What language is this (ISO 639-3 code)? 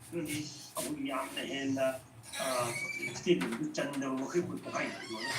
mni